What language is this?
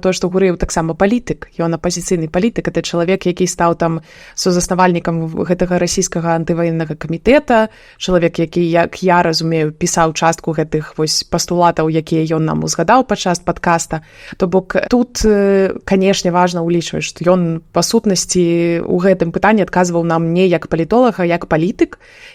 Belarusian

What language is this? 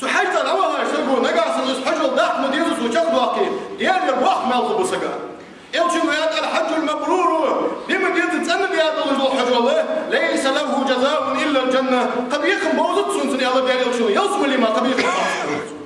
Ingush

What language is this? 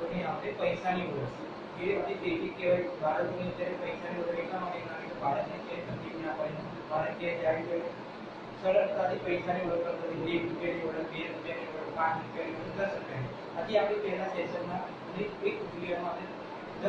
Gujarati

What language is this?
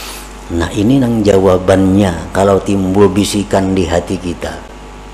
Indonesian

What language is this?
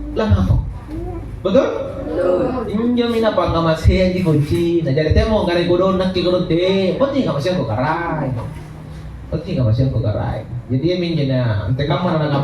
Makasar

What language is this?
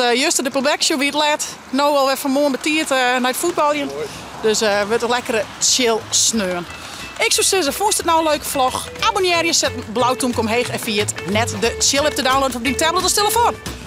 Western Frisian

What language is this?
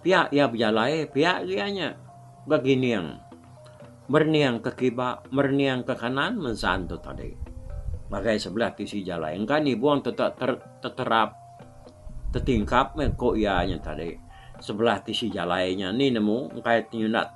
Iban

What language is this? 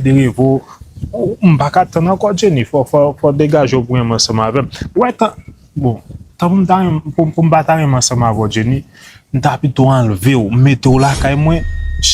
Haitian Creole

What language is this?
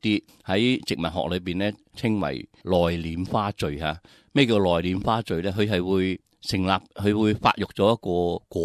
Cantonese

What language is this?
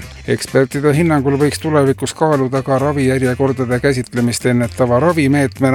Estonian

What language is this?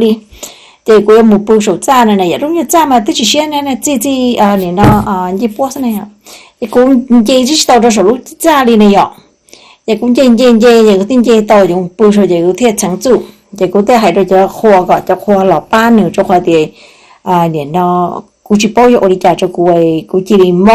Hmong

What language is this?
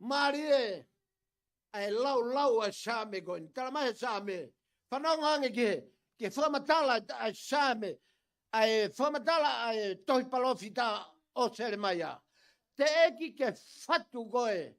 Tongan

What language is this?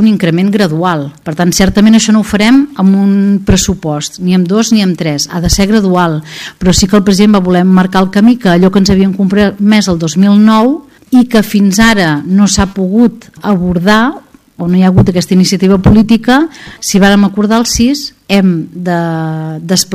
Catalan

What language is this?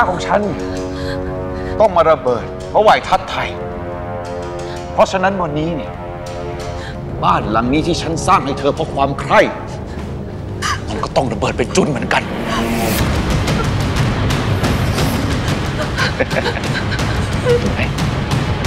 Thai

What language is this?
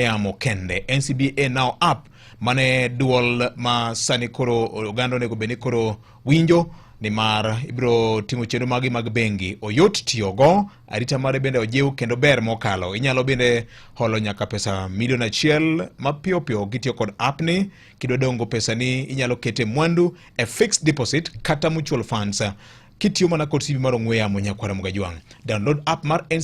Luo (Kenya and Tanzania)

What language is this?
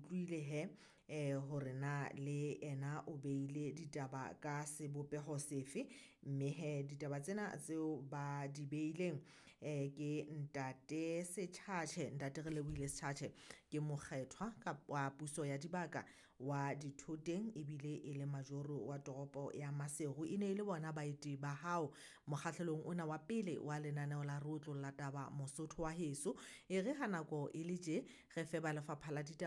Southern Sotho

